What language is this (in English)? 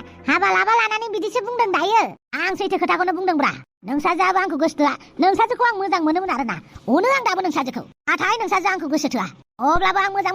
Bodo